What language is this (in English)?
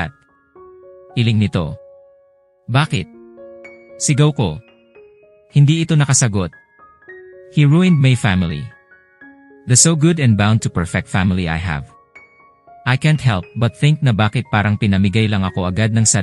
Filipino